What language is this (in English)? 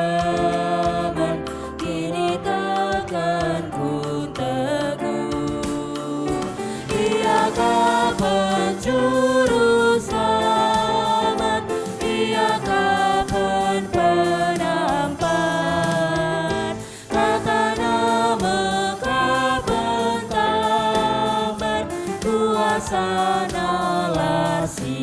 Batak Karo